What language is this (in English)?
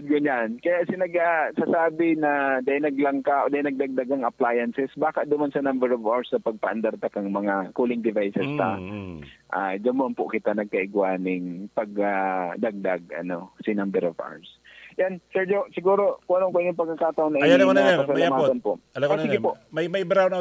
Bikol